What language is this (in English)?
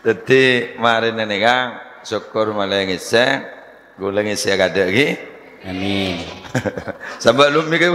Madurese